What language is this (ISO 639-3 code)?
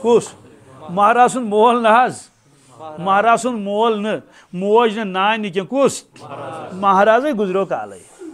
kas